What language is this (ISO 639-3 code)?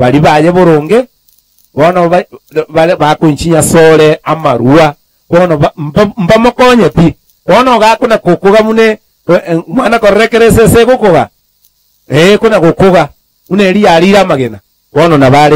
guz